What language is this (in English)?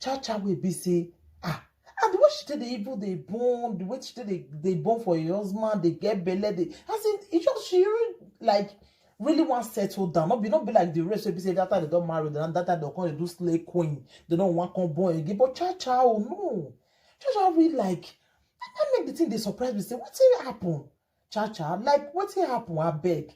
Nigerian Pidgin